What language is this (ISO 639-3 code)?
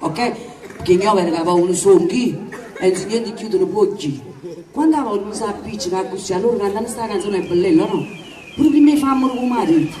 nap